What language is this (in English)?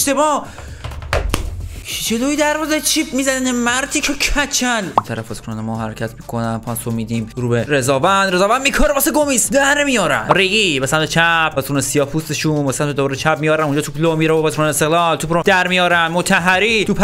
Persian